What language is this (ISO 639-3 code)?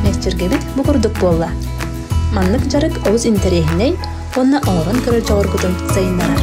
sah